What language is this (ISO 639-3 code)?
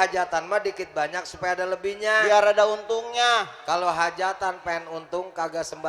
bew